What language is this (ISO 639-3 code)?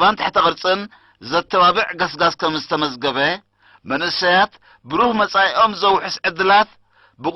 tir